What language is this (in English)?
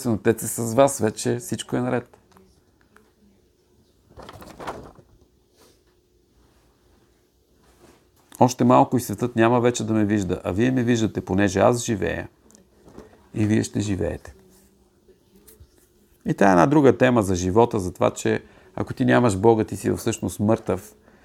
Bulgarian